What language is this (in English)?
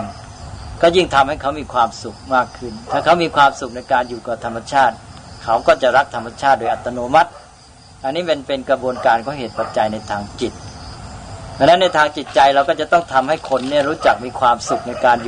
Thai